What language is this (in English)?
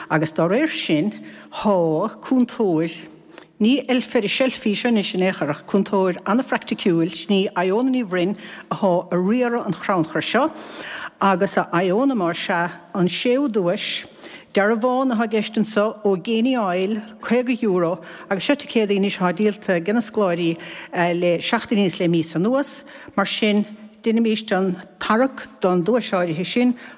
Irish